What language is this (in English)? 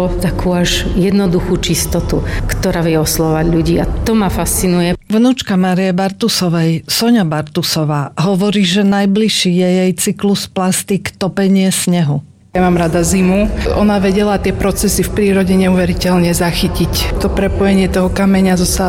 Slovak